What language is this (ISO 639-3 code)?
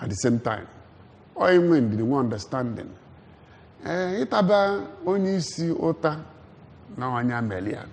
ibo